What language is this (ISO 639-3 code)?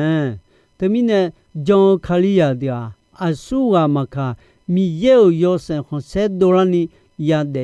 ahk